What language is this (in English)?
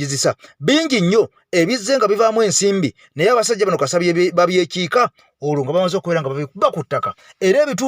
Ganda